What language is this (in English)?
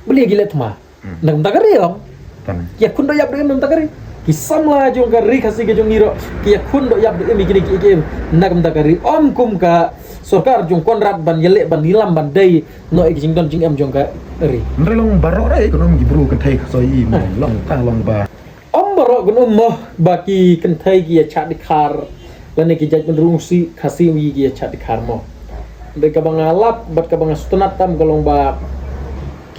Khasi